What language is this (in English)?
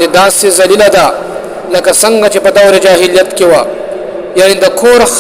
Pashto